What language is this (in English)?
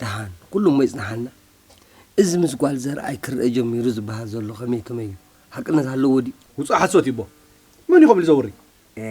Tigrinya